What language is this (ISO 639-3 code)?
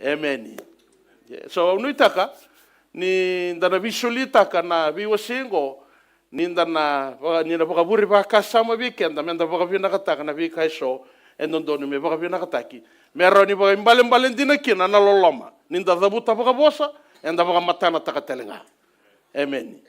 fij